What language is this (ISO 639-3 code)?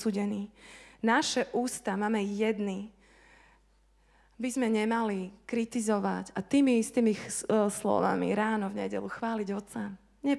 slk